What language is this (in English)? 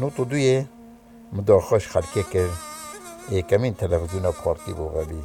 Kurdish